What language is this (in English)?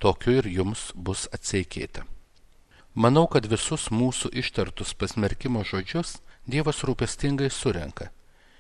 Lithuanian